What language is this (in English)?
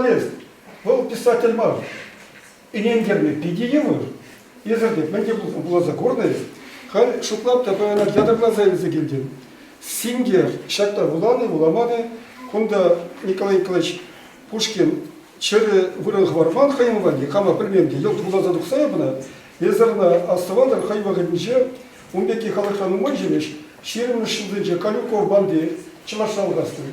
Chuvash